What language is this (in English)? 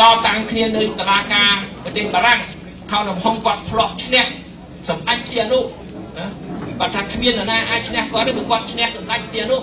Khmer